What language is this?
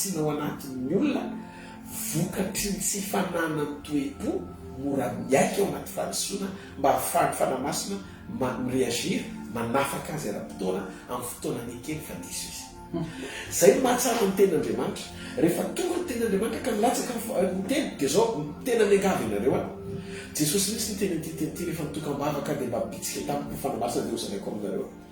Malagasy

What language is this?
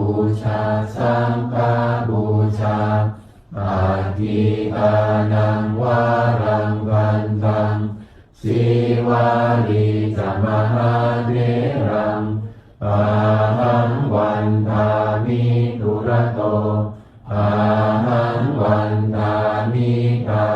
Pali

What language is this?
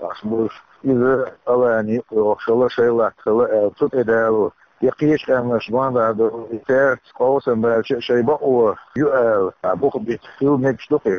Chechen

